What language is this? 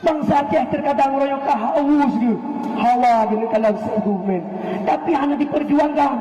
Achinese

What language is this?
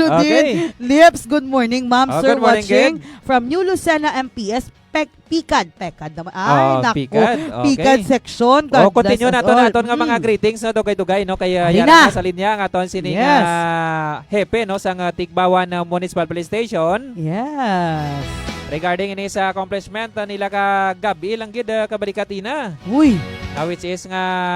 Hiligaynon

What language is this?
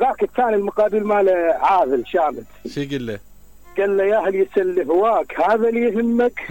Mesopotamian Arabic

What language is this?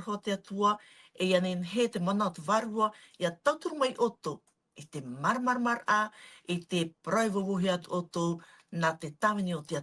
Tahitian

